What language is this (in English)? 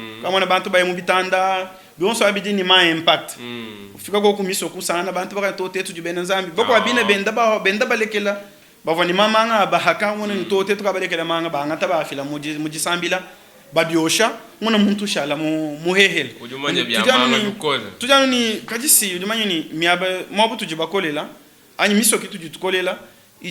Luba-Lulua